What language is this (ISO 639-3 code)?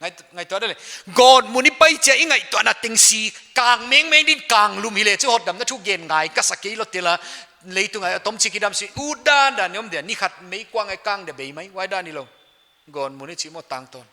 pck